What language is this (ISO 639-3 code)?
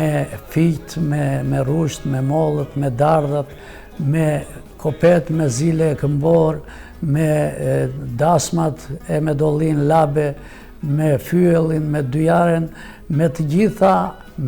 sqi